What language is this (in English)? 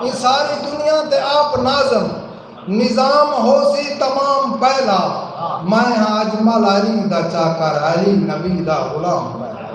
Saraiki